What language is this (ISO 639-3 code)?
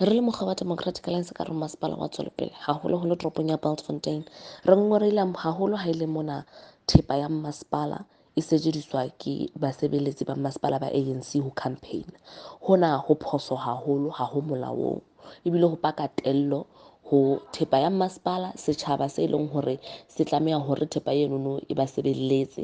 sot